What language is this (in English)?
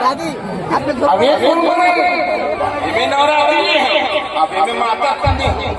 Chhattisgarhi